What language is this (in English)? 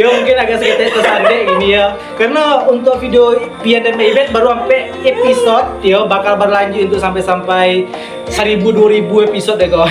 Minangkabau